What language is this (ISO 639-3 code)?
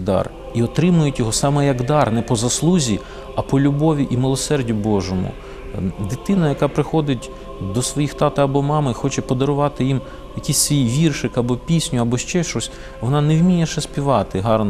ukr